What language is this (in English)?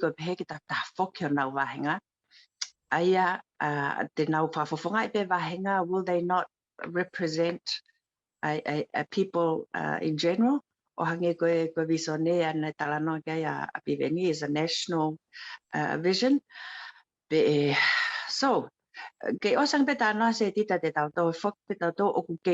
Tongan